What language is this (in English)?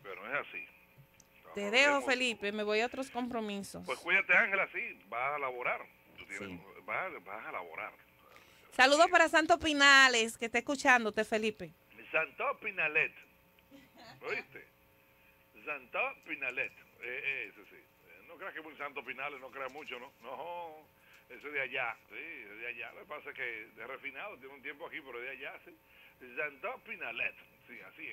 Spanish